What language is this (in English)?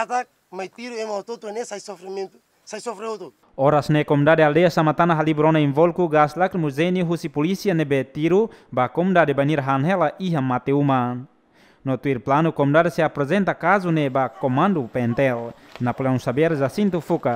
Tetum